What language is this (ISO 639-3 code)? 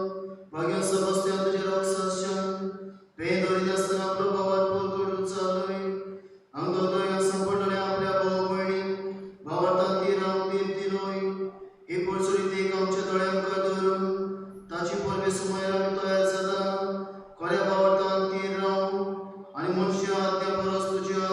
kok